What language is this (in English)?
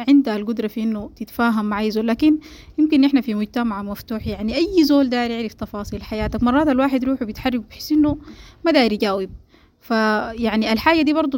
Sudanese Arabic